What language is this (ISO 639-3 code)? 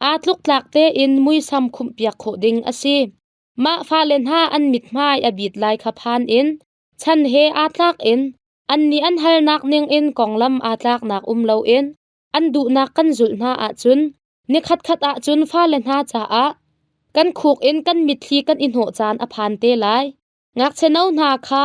cnh